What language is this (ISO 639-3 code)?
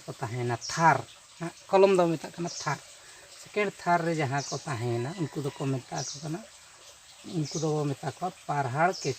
sat